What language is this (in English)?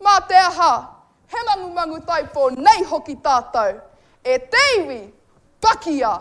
Māori